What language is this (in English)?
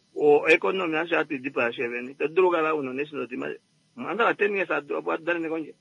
Kuanyama